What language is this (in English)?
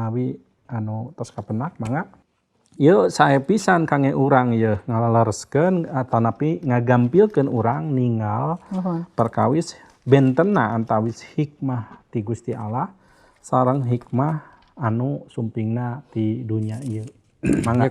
Sundanese